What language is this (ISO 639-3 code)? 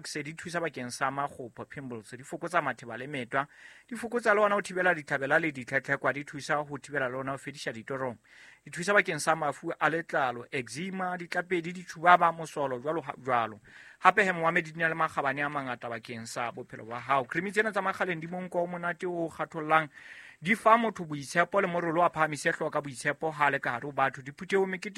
sot